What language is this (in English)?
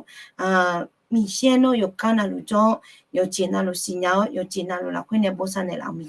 Akha